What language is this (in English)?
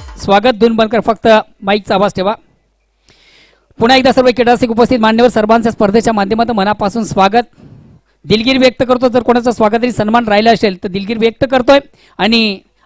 Marathi